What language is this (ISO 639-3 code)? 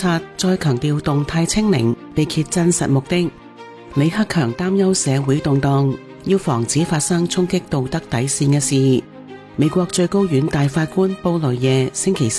yue